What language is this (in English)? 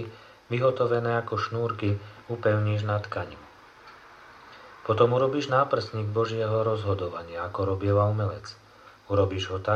Slovak